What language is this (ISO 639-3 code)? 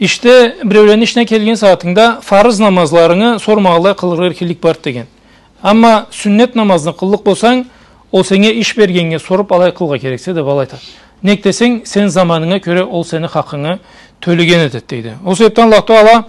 krc